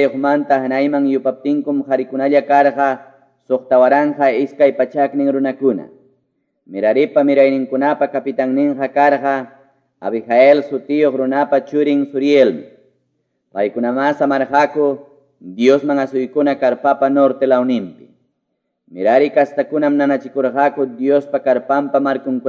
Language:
Quechua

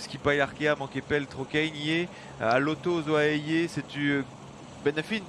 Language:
Breton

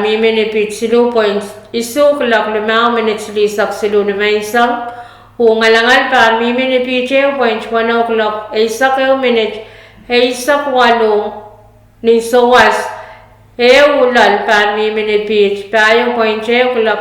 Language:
Pohnpeian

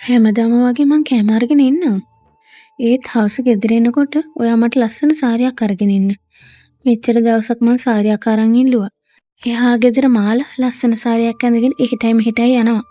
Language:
Sinhala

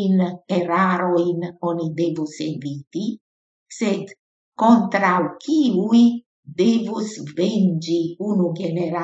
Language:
Esperanto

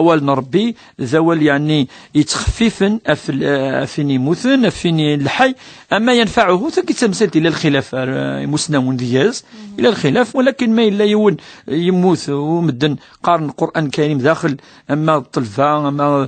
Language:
Kabyle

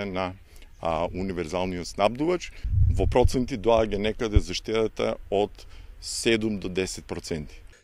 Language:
Macedonian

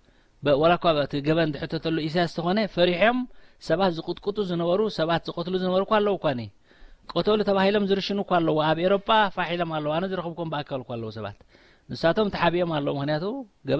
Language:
Tigrinya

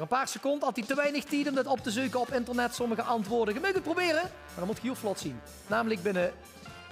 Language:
Limburgish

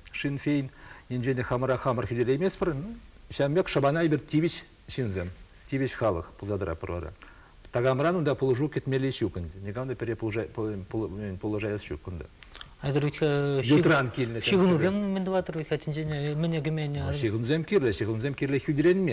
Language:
Chuvash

